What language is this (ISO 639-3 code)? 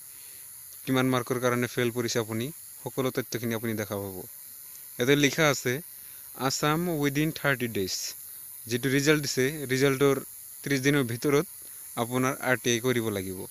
asm